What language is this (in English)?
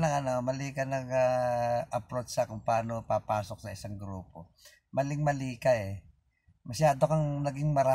Filipino